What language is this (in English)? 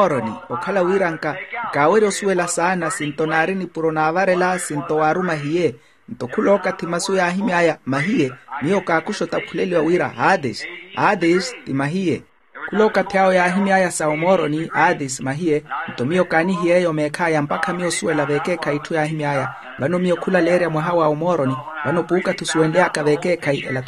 Makhuwa